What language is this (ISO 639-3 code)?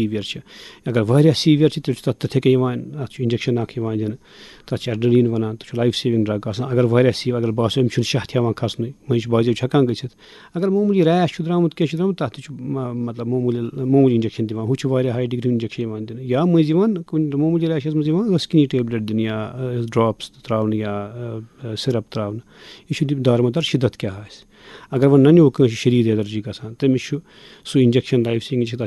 kas